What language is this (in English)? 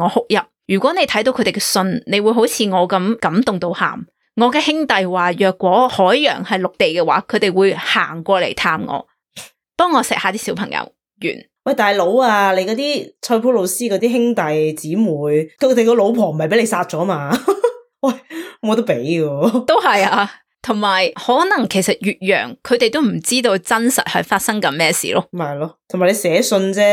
Cantonese